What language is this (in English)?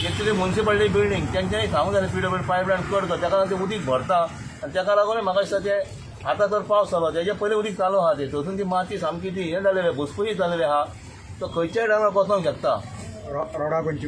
Konkani